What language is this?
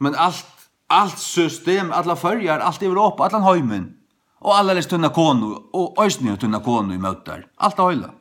Faroese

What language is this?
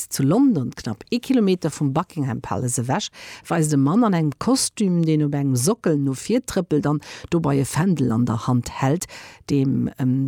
Luxembourgish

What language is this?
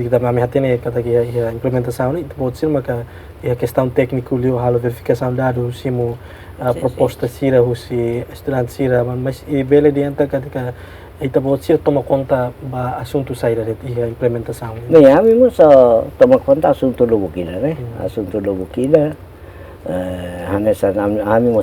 Tetum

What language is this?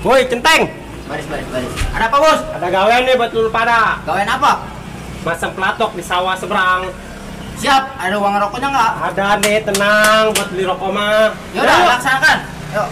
Betawi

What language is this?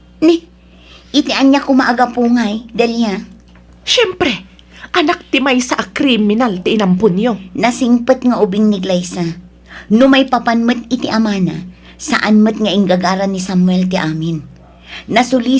Iloko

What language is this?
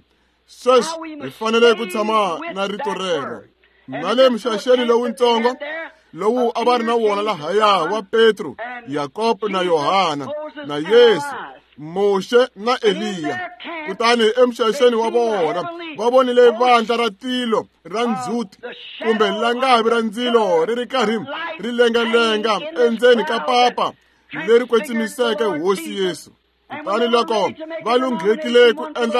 Tsonga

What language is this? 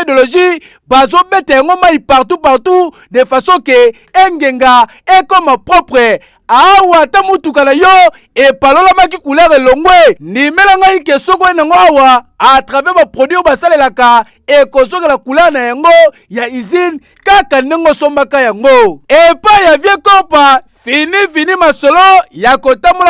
Lingala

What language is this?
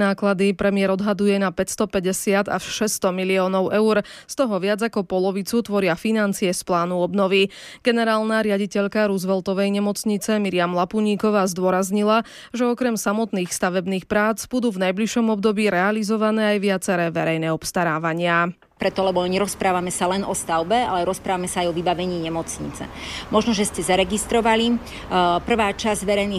Slovak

